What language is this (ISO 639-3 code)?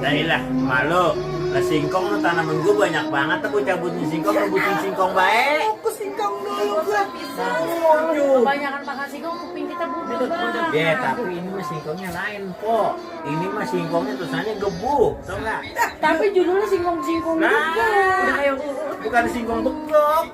bew